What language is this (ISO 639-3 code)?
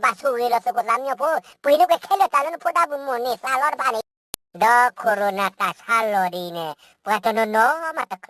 ksw